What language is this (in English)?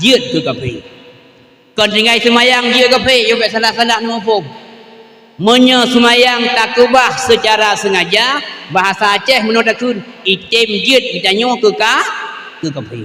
Achinese